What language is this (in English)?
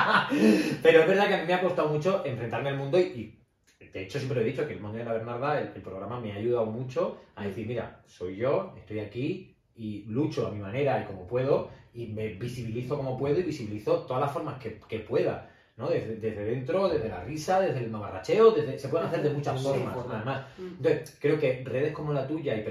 Spanish